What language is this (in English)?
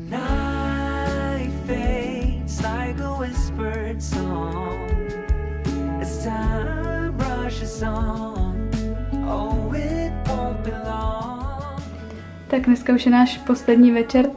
Czech